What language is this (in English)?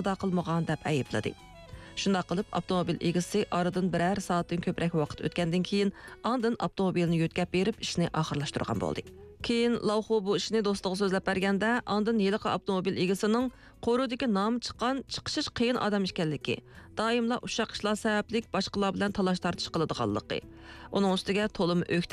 Uyghur